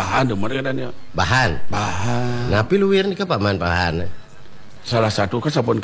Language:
Balinese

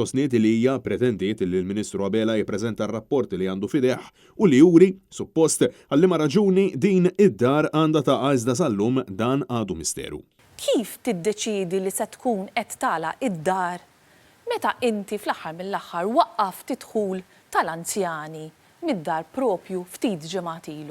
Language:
Maltese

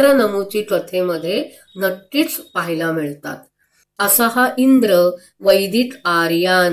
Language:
Marathi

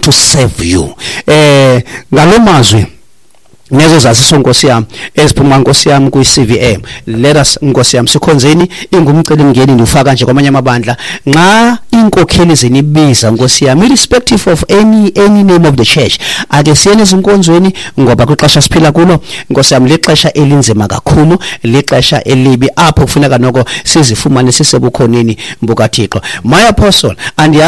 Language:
Xhosa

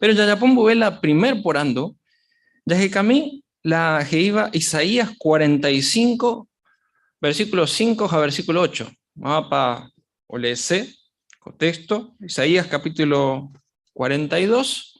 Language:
Guarani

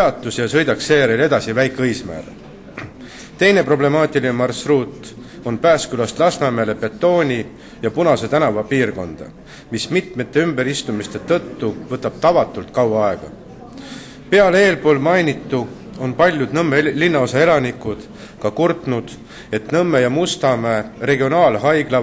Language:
Estonian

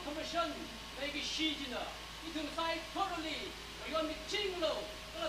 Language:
Tangkhul Naga (India)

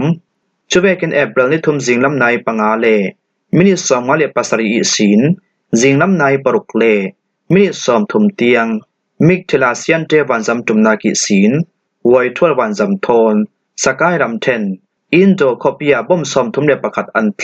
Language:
Falam Chin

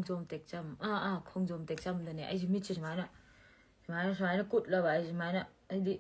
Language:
Manipuri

